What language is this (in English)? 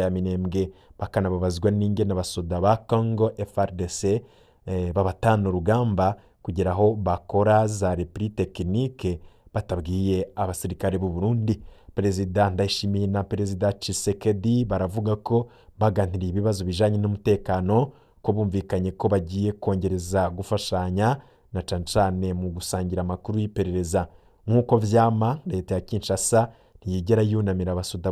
Rundi